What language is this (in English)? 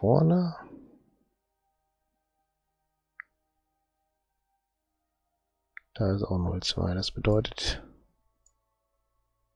German